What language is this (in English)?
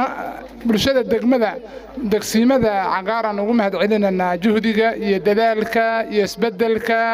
Somali